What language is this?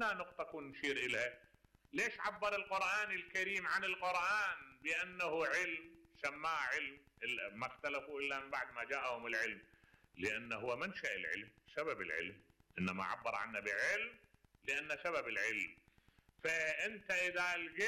Mesopotamian Arabic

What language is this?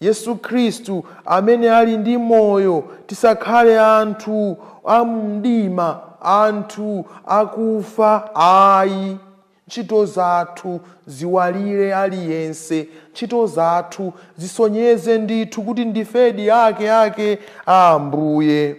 Nyanja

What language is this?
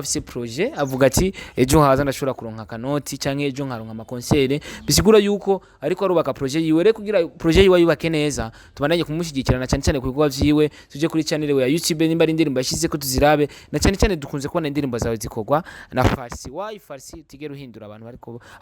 Rundi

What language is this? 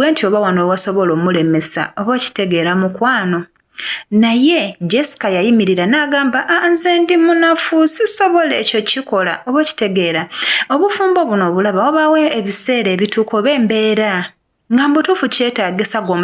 Ganda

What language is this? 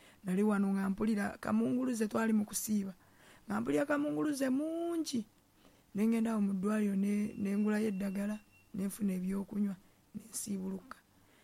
Ganda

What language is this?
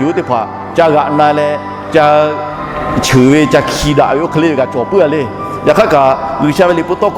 Lahu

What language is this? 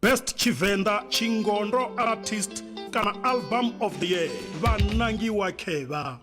Venda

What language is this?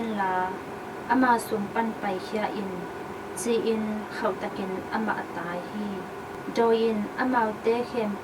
Tedim Chin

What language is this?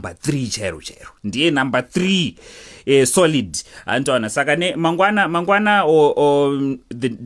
Shona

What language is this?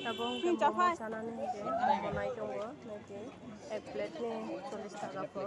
Kok Borok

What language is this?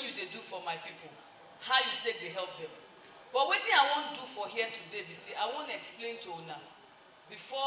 Nigerian Pidgin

